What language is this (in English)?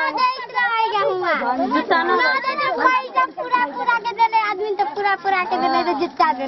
Bhojpuri